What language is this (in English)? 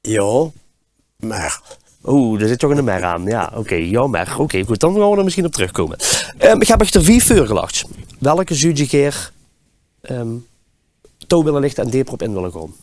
Limburgish